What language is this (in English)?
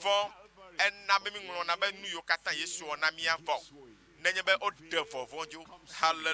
Ewe